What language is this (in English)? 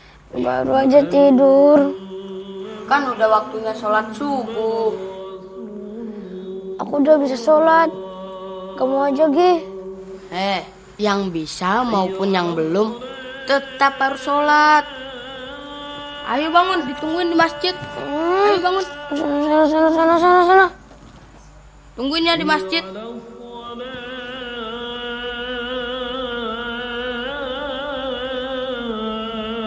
Indonesian